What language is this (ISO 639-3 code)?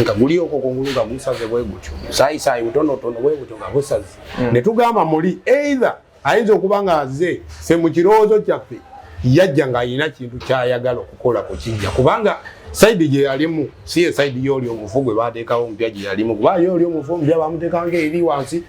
lug